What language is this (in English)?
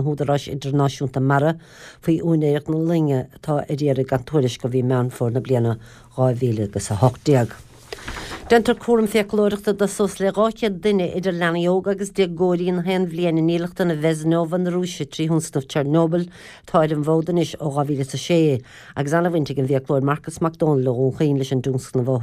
Irish